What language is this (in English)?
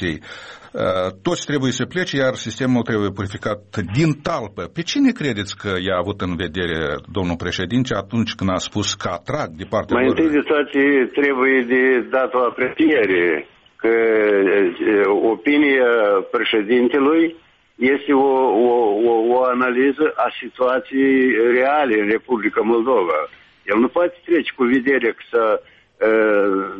Romanian